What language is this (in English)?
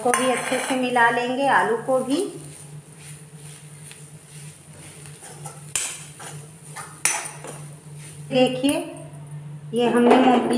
Hindi